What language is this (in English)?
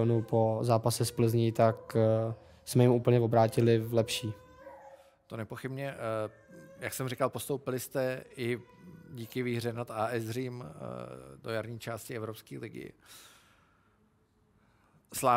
Czech